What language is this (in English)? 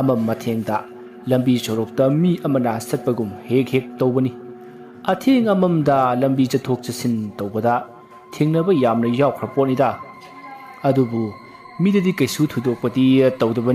Manipuri